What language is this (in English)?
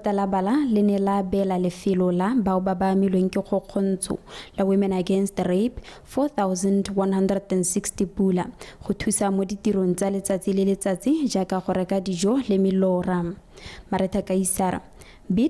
Tswana